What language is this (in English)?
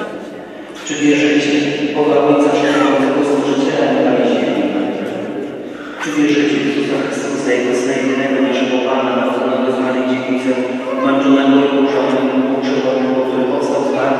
Polish